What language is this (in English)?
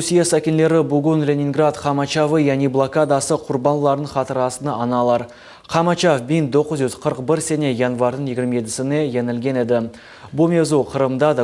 Crimean Tatar